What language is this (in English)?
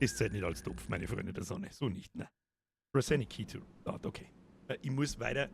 Bavarian